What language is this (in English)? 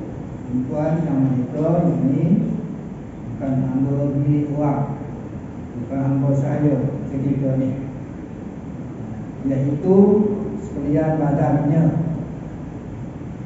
Malay